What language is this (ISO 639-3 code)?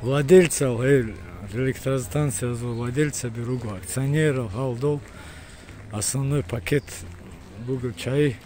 ava